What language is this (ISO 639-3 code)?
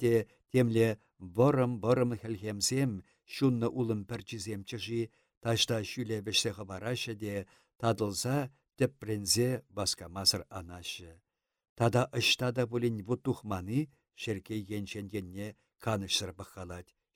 chv